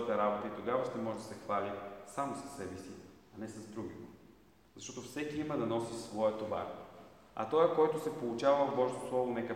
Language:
Bulgarian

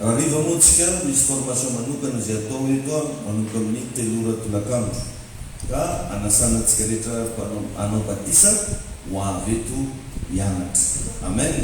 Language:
Malagasy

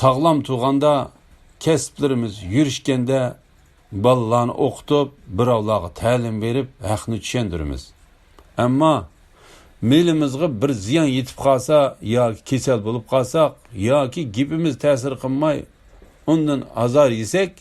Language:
Uyghur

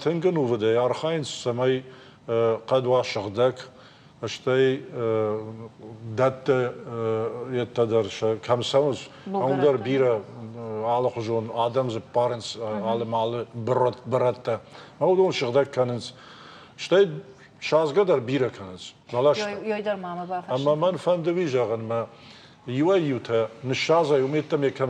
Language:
Ossetic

